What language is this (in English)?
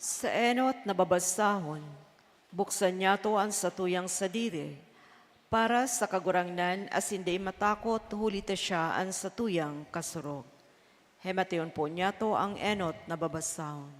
Bikol